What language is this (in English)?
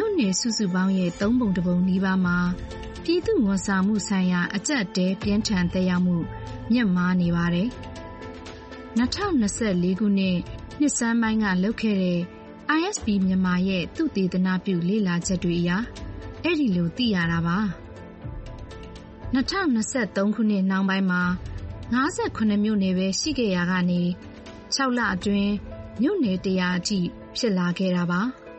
Burmese